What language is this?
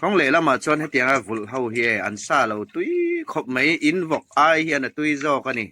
Hmar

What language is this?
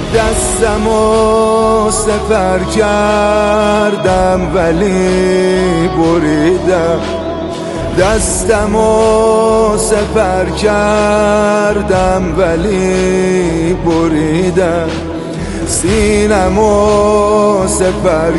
Persian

